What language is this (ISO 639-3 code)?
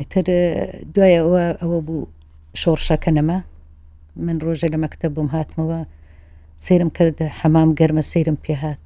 ckb